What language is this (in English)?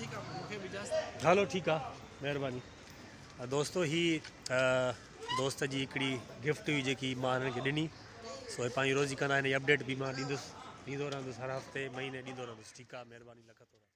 Sindhi